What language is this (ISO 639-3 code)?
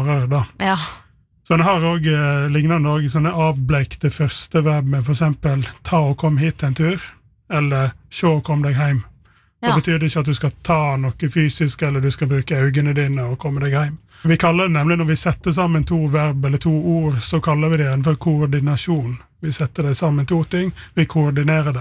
nor